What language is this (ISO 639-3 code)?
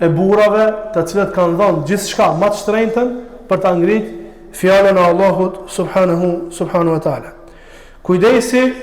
sqi